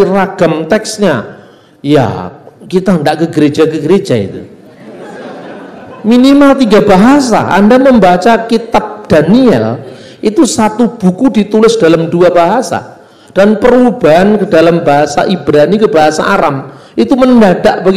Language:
Indonesian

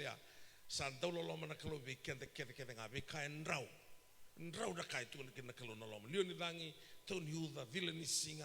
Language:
Fijian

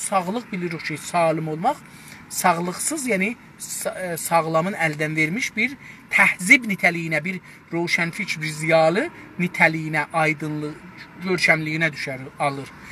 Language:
South Azerbaijani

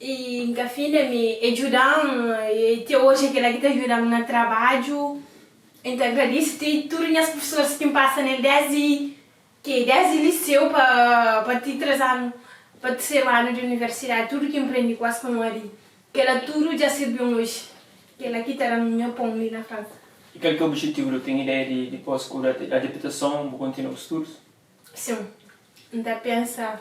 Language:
Kabuverdianu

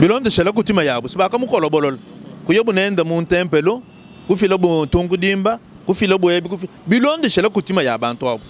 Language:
Luba-Lulua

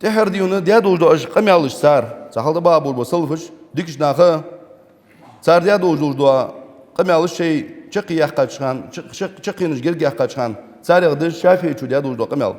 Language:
Ingush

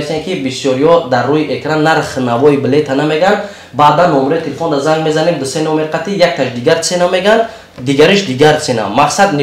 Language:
Tajik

